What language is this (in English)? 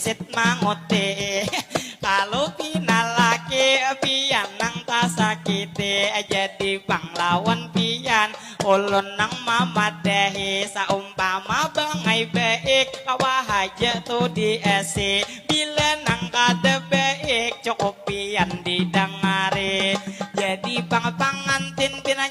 Banjar